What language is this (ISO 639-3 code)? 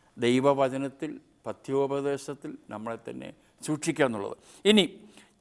mal